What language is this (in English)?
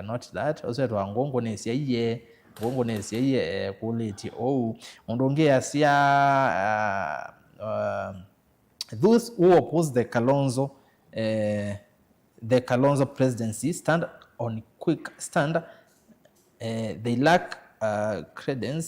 Kamba